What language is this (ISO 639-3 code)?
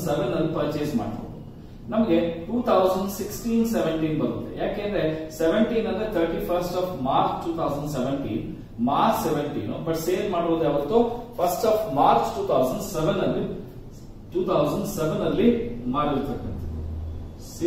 kan